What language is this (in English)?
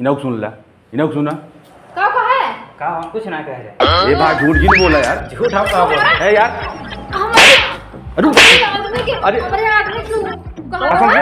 Awadhi